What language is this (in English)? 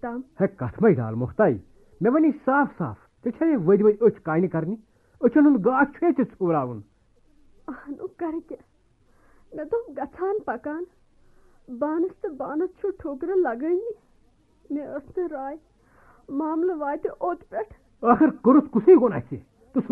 Kashmiri